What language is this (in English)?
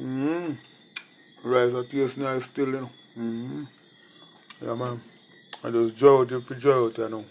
Jamaican Creole English